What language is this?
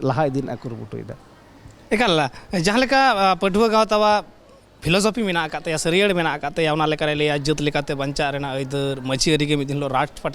Santali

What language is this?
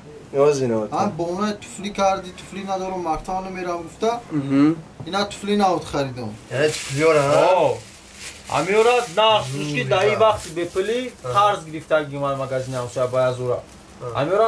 Tajik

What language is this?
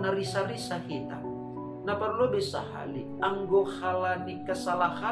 Batak Simalungun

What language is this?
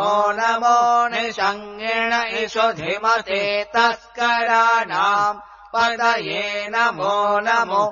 Sanskrit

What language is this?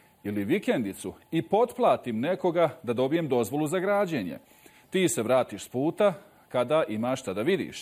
Bosnian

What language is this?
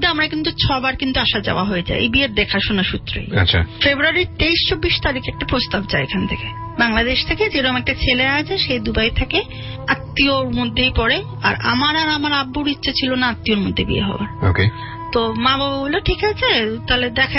Bangla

